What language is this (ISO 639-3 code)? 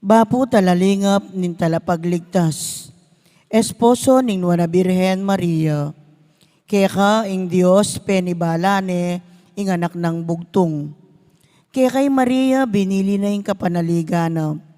pam